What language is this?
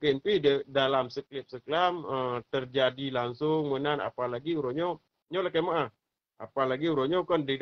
Achinese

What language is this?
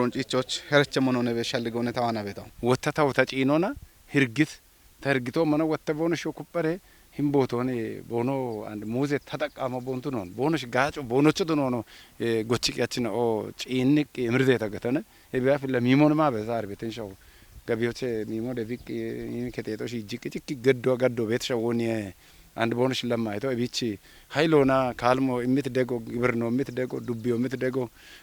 Kafa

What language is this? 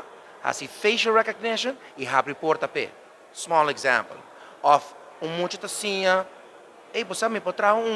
Papiamento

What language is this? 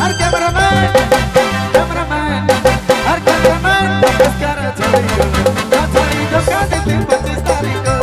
Sadri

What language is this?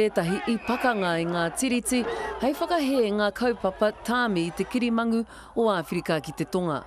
Māori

